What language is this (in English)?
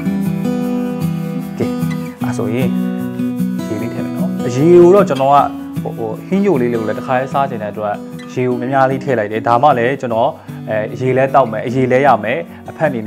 Burmese